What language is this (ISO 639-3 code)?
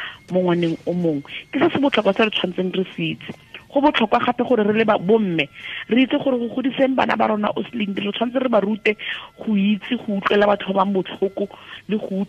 tsn